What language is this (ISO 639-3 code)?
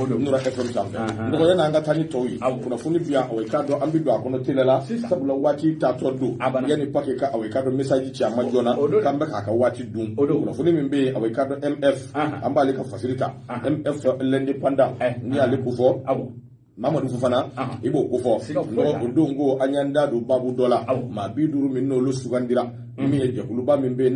bam